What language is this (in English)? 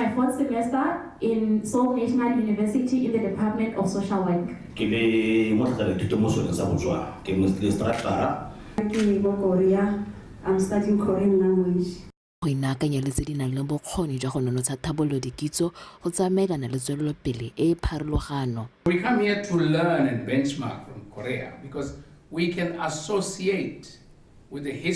Tswana